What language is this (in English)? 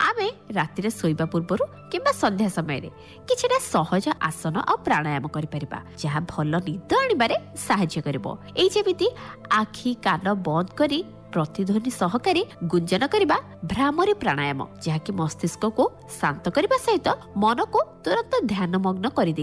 Odia